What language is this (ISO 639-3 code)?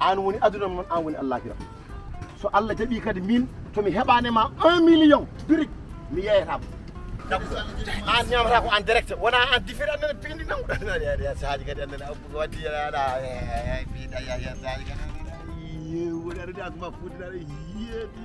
ful